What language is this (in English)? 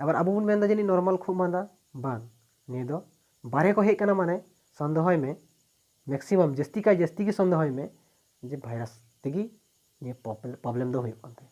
Santali